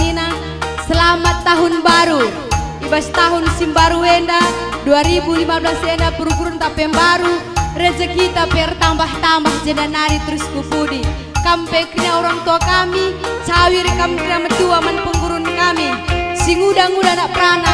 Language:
Batak Karo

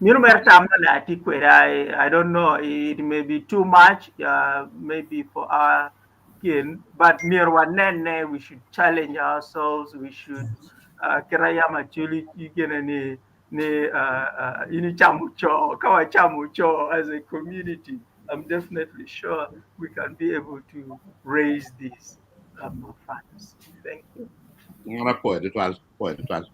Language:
Acoli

